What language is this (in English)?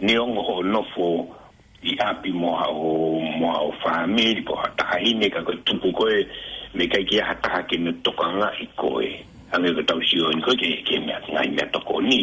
Tongan